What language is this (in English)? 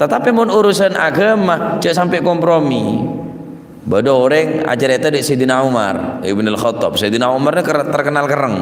Madurese